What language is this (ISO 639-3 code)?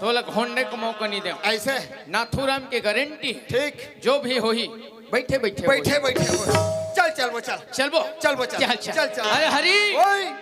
hne